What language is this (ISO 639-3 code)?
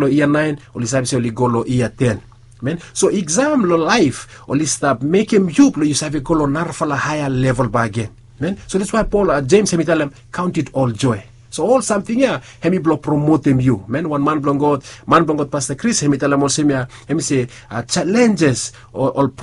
bis